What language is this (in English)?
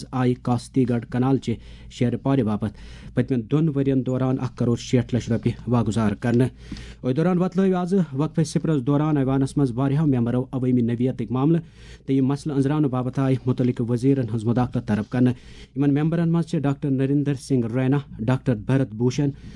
Kashmiri